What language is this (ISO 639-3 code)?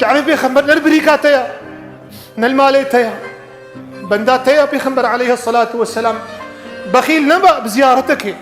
kur